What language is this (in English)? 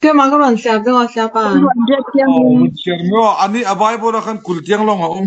Falam Chin